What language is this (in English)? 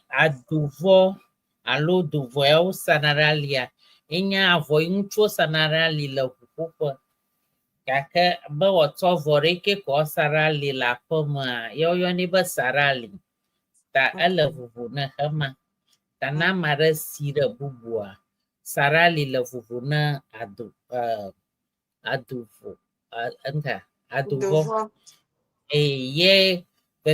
Ewe